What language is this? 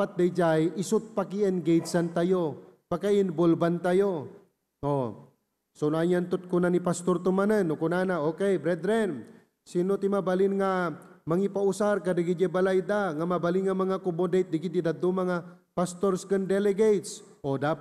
Iloko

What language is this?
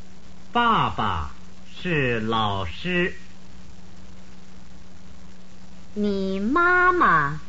Chinese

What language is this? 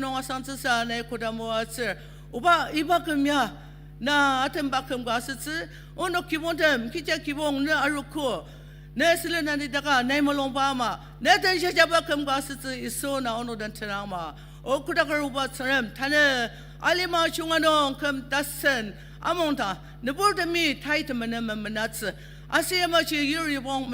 Ao Naga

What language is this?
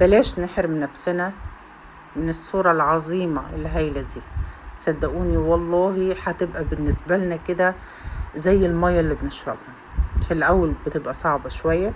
Egyptian Arabic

